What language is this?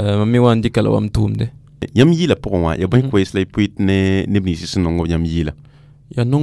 Mossi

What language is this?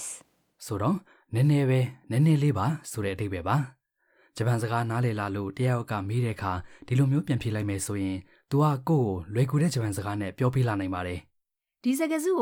Burmese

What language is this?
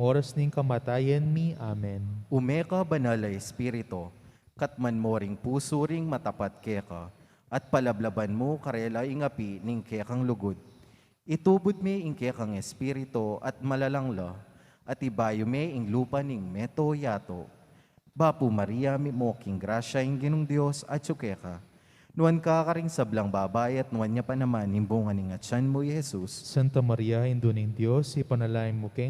Pampanga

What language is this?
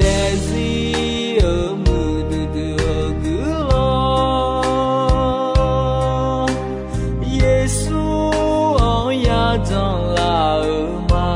Akha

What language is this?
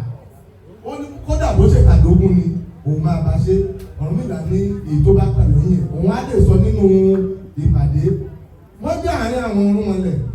Yoruba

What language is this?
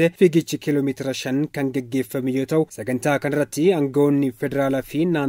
Oromo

